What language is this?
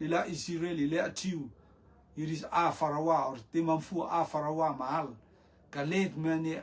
Rotuman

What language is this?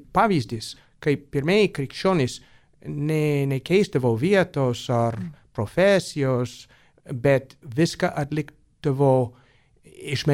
Lithuanian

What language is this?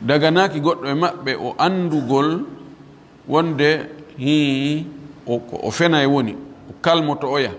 Fula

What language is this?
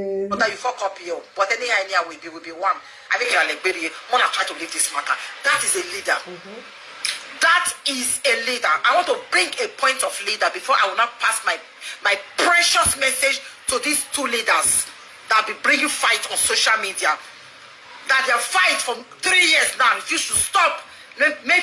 Nigerian Pidgin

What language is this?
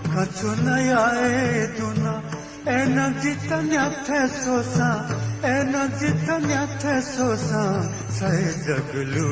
Newari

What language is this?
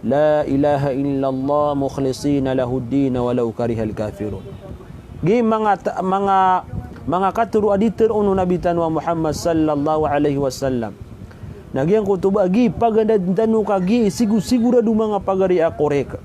Maranao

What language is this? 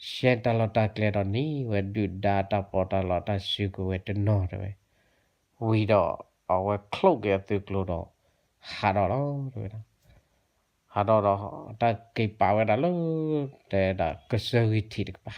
S'gaw Karen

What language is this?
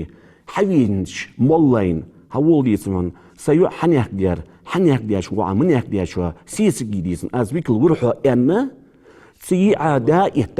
Ingush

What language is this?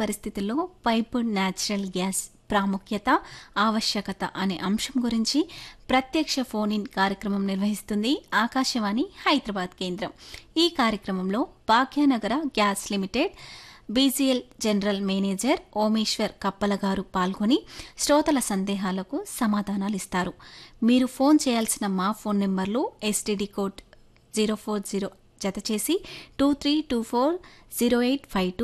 Telugu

